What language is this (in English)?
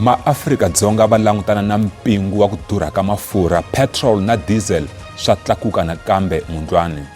Tsonga